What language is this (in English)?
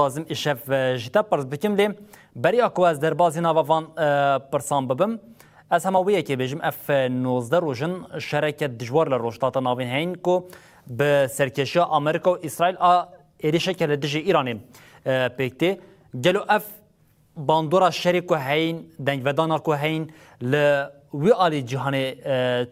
Kurdish